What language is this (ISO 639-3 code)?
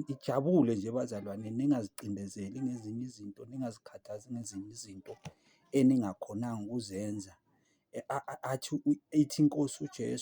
zul